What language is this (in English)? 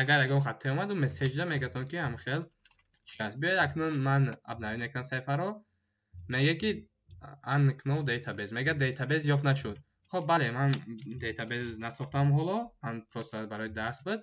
Tajik